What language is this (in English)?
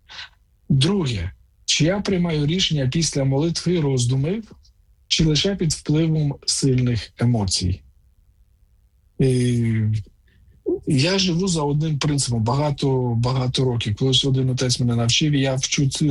Ukrainian